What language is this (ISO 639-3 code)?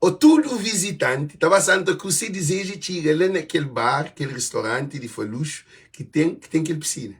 kea